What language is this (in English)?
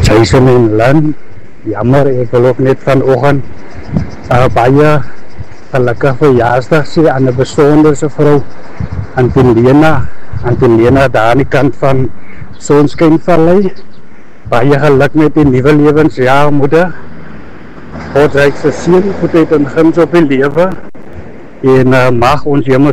Afrikaans